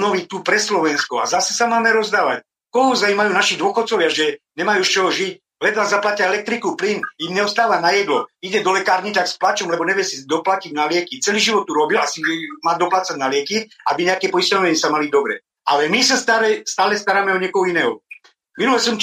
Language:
Slovak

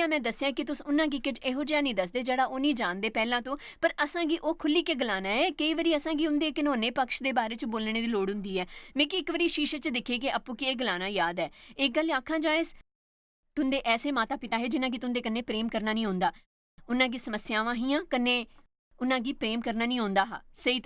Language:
Dogri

